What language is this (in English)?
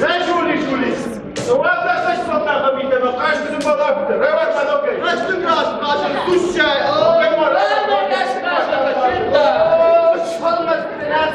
Ossetic